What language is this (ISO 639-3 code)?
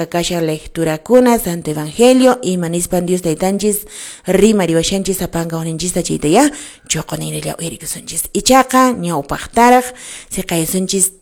que